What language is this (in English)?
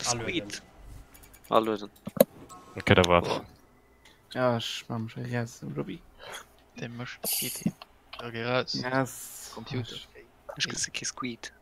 Luxembourgish